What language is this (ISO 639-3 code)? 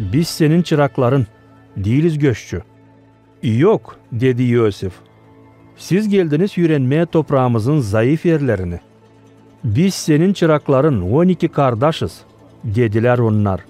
gag